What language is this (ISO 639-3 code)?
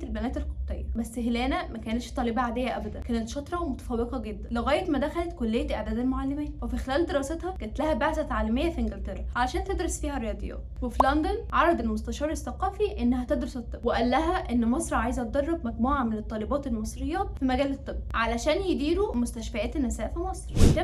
arz